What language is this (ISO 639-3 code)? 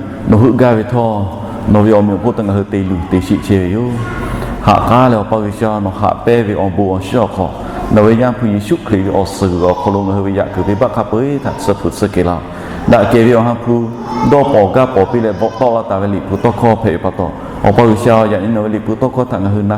lhu